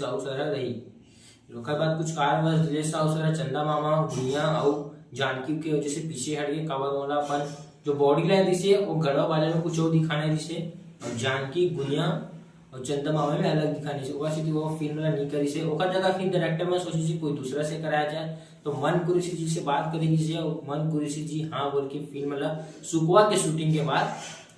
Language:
Chhattisgarhi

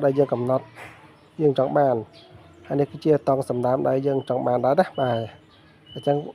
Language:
Khmer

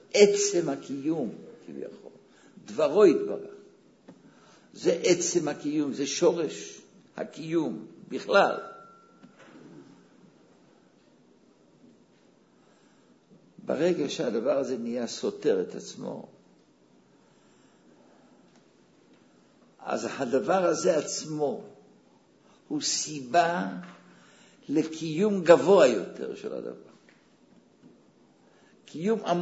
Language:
Hebrew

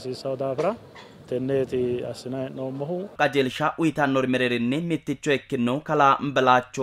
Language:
Sidamo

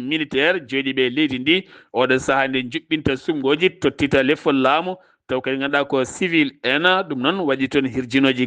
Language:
Fula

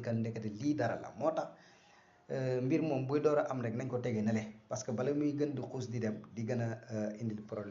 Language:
Wolof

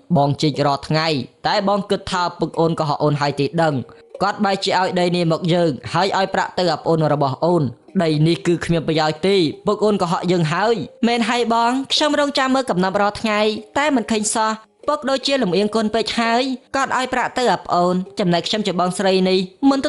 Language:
Khmer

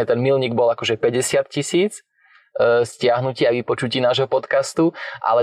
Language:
Slovak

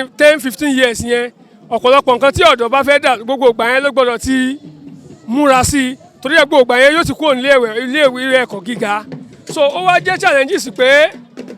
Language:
Yoruba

